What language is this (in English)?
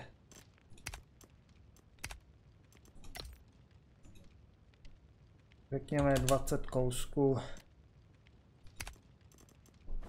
Czech